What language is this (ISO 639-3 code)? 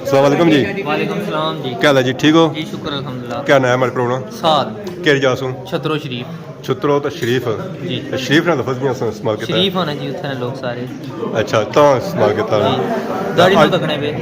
phr